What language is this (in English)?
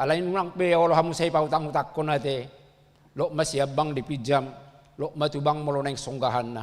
Batak Toba